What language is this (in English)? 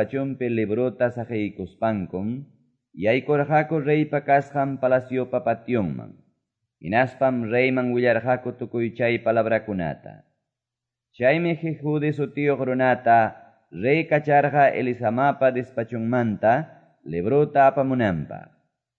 Quechua